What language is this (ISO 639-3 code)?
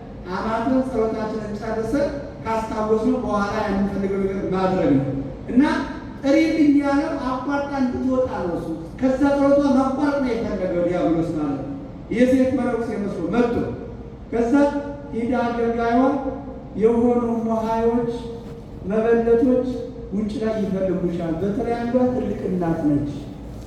amh